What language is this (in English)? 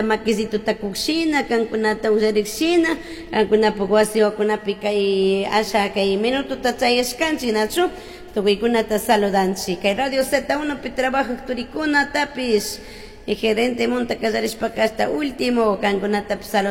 Chimborazo Highland Quichua